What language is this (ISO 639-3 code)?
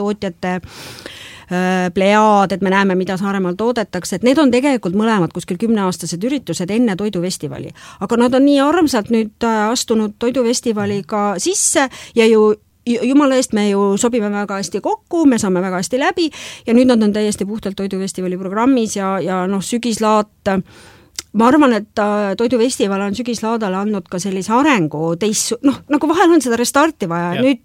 est